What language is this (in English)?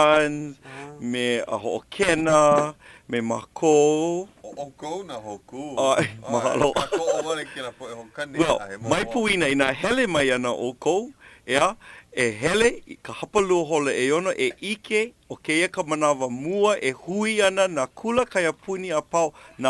Hawaiian